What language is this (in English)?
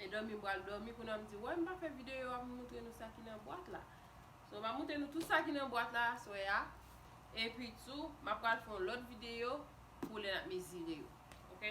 Haitian Creole